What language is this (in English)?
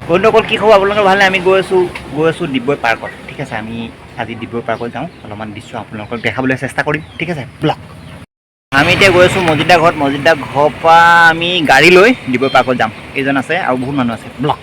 Assamese